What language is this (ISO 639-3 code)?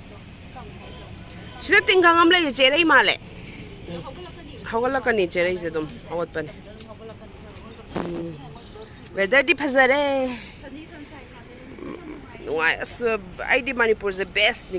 mni